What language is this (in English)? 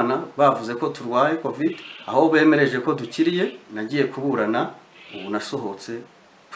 Kinyarwanda